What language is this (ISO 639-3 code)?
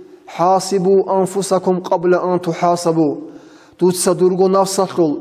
ava